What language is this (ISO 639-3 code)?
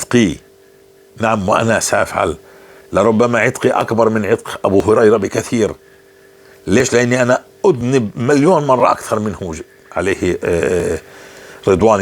apc